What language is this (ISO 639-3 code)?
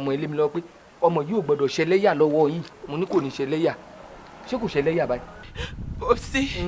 yor